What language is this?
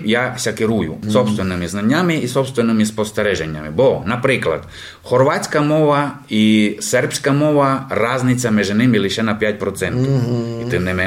Rusyn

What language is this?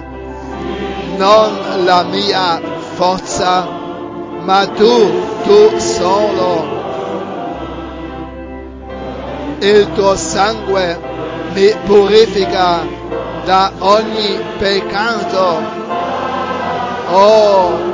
Italian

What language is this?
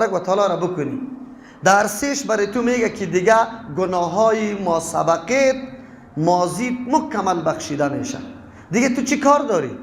Persian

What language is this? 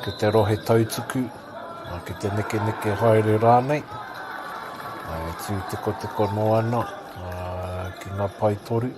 Māori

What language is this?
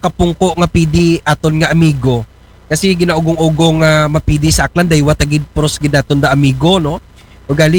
Aklanon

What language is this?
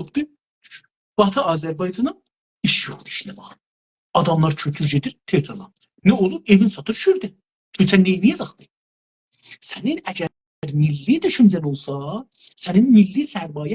South Azerbaijani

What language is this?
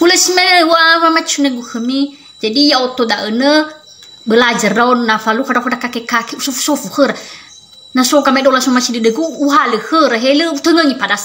Nias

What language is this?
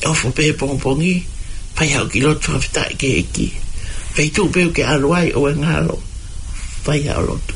Tongan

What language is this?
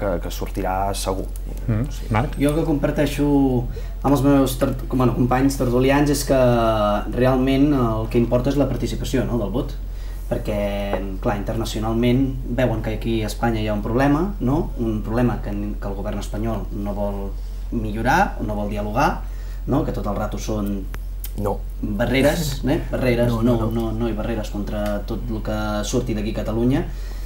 Catalan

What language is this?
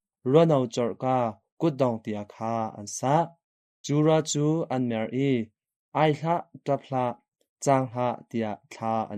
Hakha Chin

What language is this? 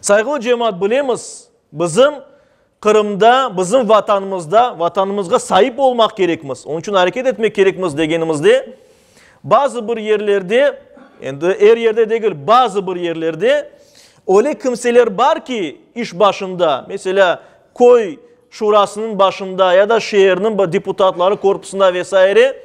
Crimean Tatar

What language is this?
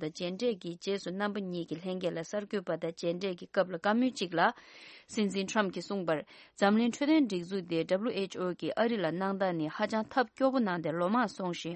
Tibetan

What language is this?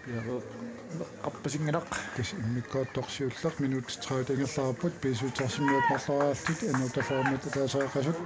Kalaallisut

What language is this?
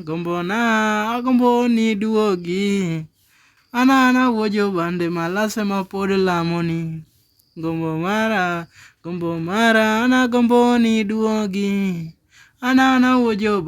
Luo (Kenya and Tanzania)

